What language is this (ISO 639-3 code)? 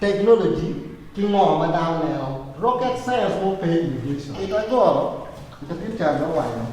ach